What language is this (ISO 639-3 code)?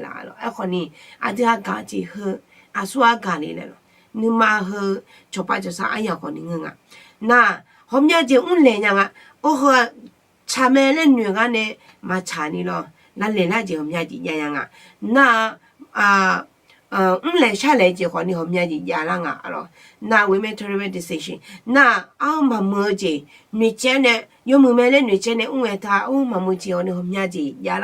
ahk